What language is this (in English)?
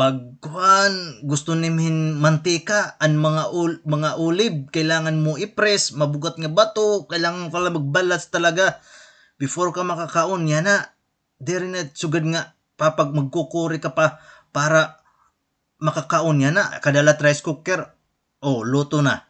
Waray